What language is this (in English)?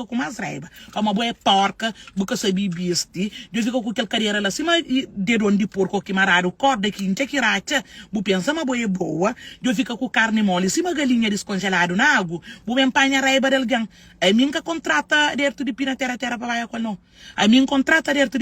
Kabuverdianu